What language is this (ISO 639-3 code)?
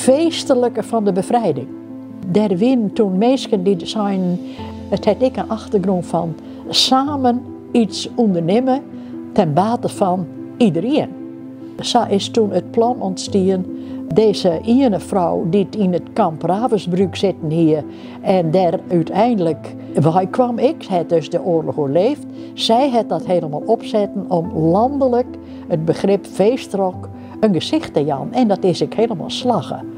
fry